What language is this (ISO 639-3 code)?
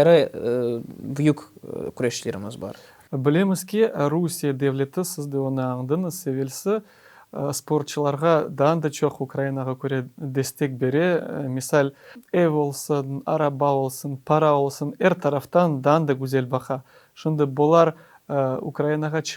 crh